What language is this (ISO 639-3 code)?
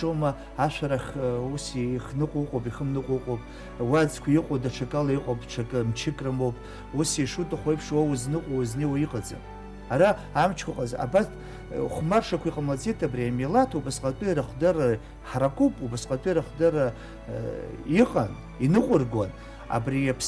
abk